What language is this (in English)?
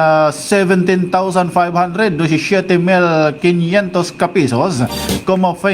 Waray